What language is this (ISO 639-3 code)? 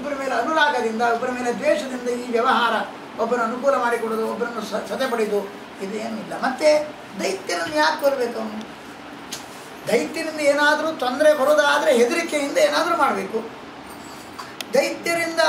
kan